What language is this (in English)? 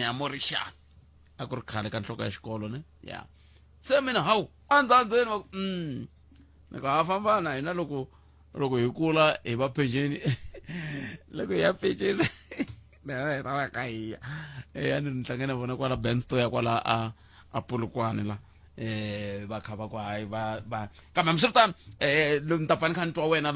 Tsonga